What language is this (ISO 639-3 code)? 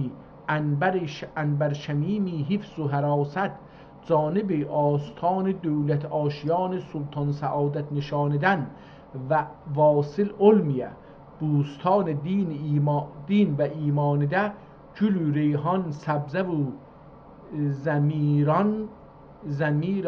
azb